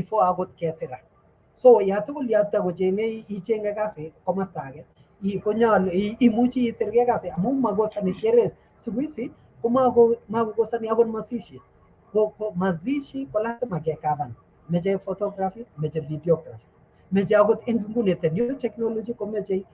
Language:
Kalenjin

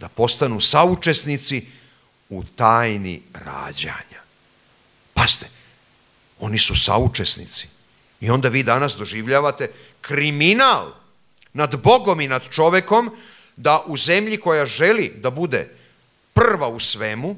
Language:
Serbian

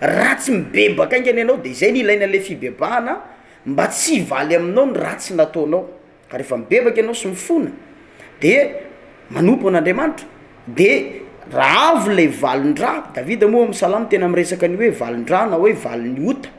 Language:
Malagasy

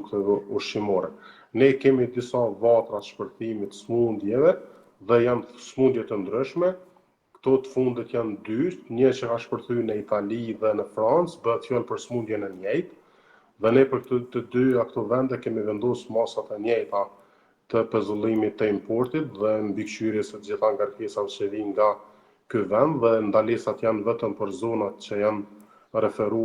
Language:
Albanian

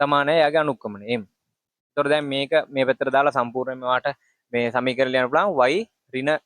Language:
Sinhala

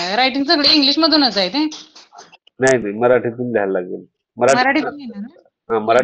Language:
Marathi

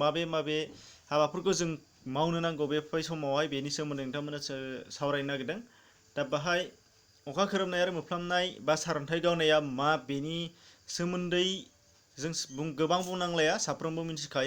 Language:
Bodo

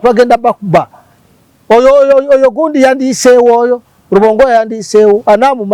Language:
Ganda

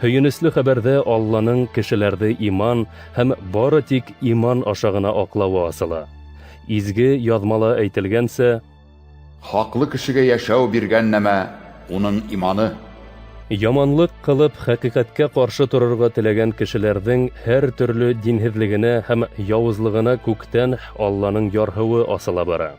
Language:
Bashkir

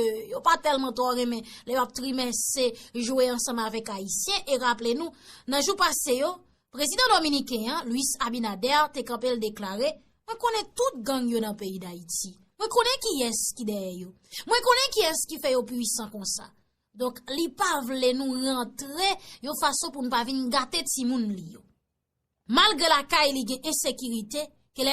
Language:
Haitian Creole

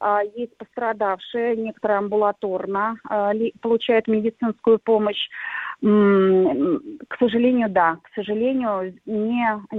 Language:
Russian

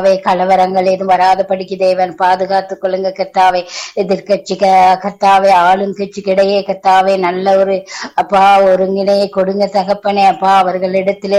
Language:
Tamil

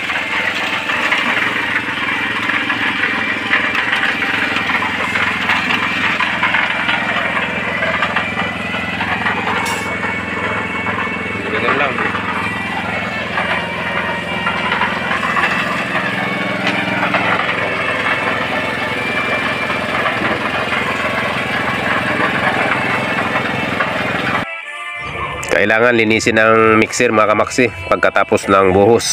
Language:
Filipino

